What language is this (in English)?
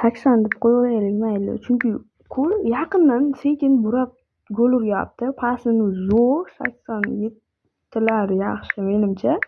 Uzbek